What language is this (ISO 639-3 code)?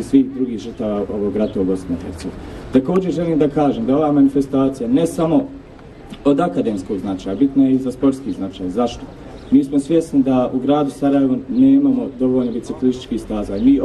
bos